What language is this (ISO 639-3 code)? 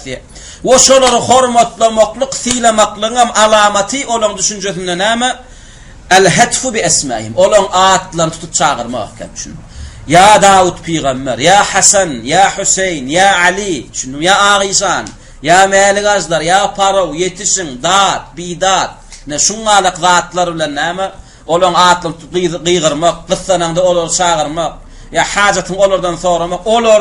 tuk